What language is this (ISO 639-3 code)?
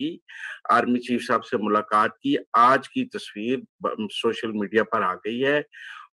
urd